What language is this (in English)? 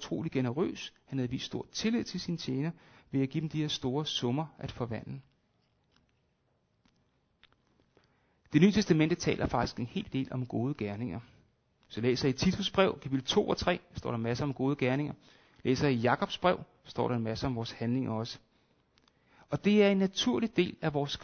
Danish